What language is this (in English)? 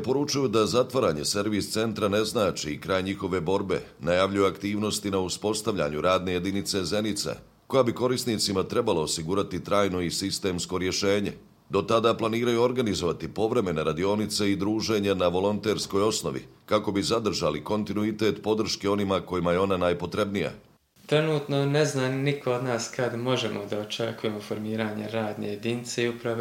Bosnian